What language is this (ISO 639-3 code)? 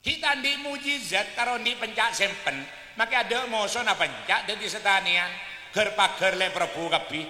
mad